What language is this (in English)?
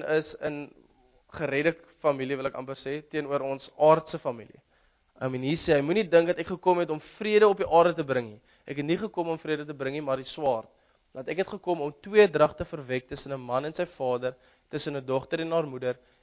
Afrikaans